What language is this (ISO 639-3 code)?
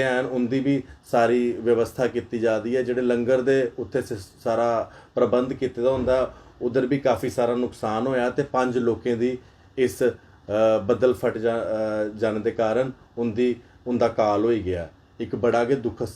doi